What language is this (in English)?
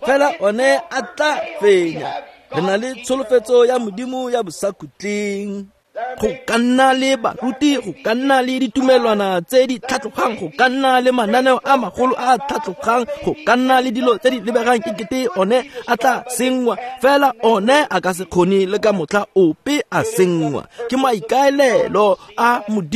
Tswana